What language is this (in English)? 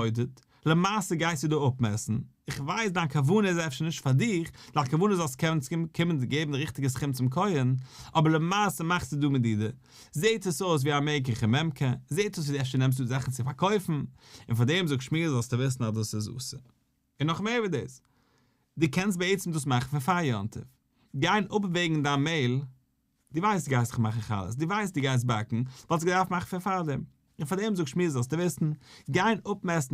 Yiddish